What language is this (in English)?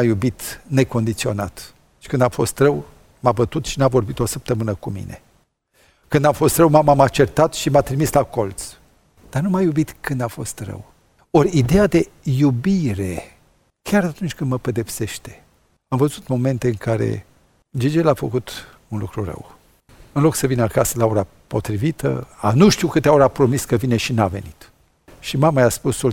Romanian